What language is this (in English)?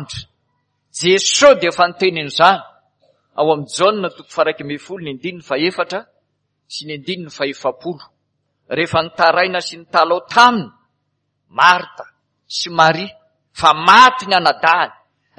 Malagasy